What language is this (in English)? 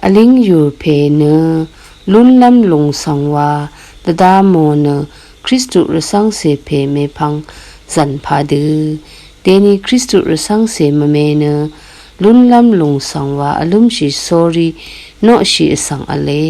Rawang